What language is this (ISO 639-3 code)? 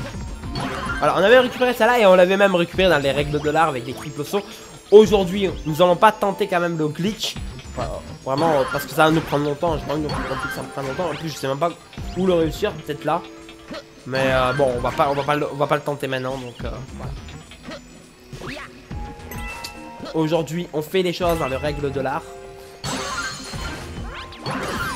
fra